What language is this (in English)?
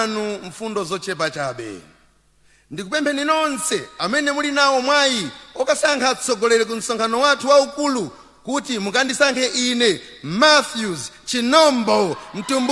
Nyanja